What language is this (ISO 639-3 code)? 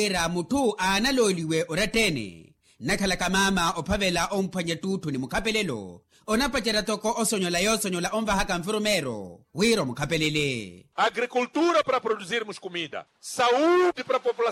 vmw